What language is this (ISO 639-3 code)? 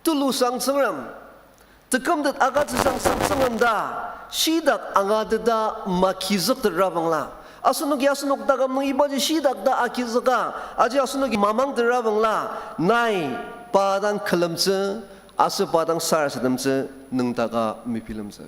njo